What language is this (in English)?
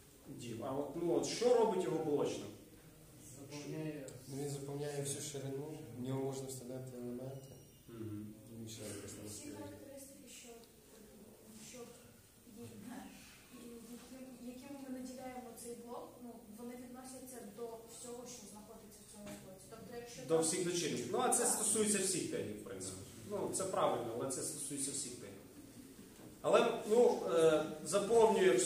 Ukrainian